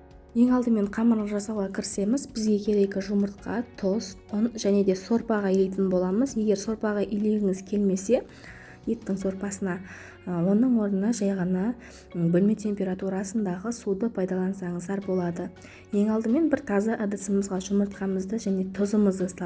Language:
Kazakh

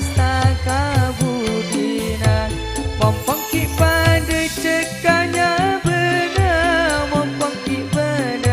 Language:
Madurese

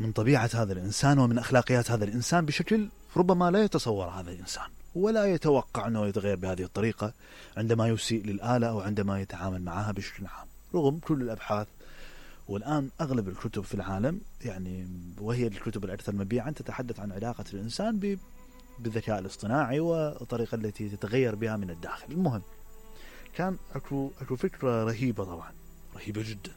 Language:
Mesopotamian Arabic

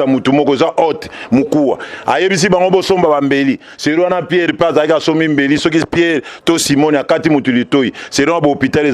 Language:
Lingala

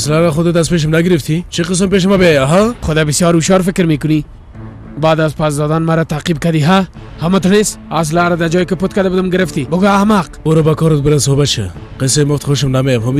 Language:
Persian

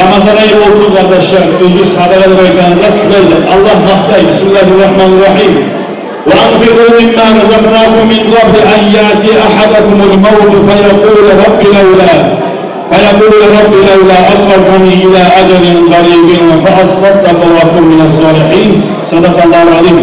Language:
Kumyk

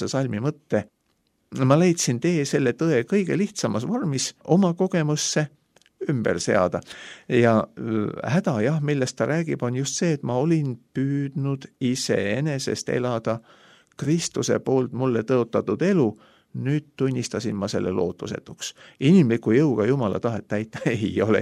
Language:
Estonian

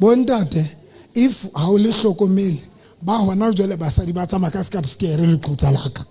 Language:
Southern Sotho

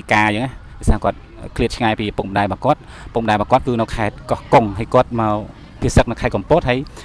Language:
Khmer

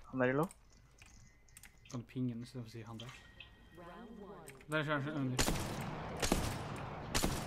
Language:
Norwegian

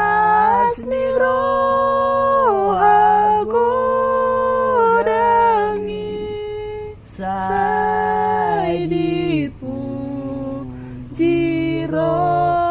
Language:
Batak Toba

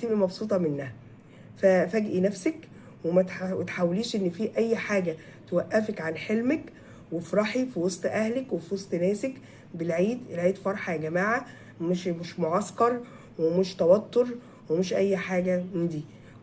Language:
Egyptian Arabic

